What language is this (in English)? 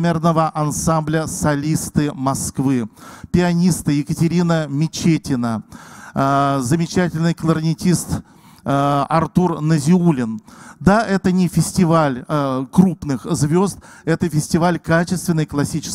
Russian